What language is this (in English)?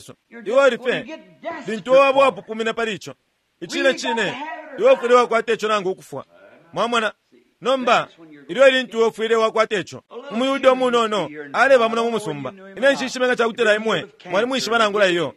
Bemba